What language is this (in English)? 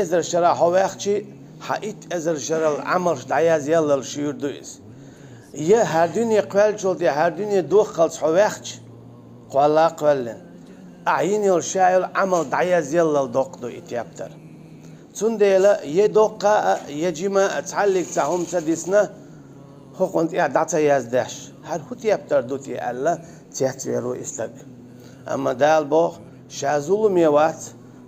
Chechen